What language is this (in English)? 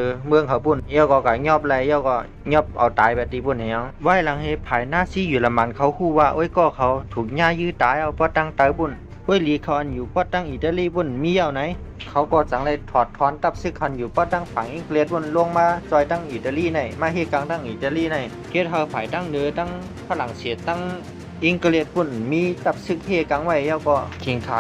Shan